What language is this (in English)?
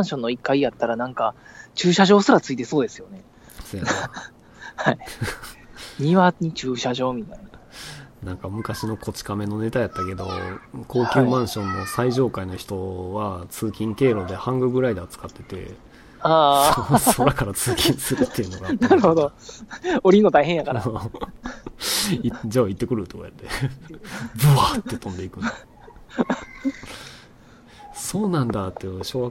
Japanese